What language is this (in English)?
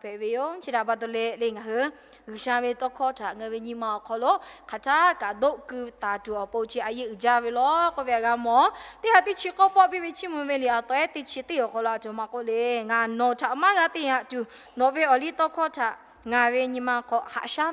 Lahu